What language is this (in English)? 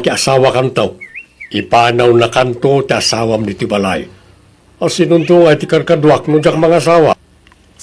Iloko